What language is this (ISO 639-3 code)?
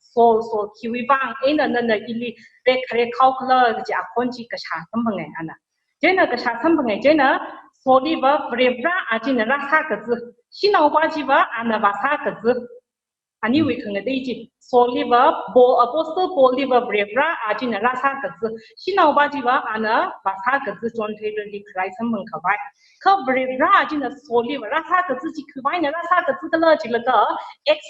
nmf